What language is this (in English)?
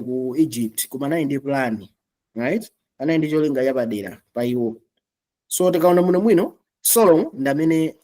Nyanja